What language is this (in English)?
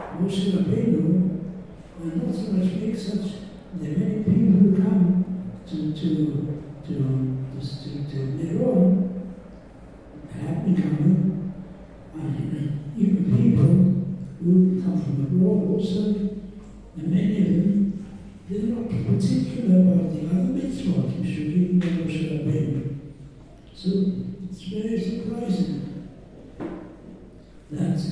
English